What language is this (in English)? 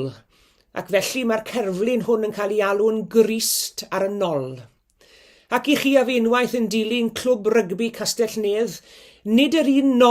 Welsh